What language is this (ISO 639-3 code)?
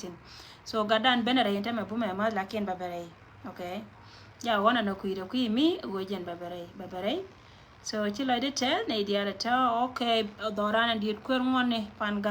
nus